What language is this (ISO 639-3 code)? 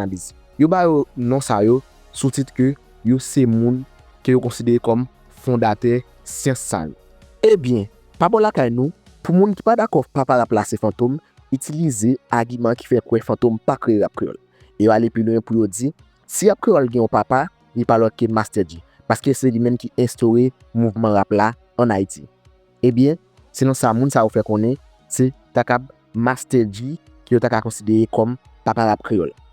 hat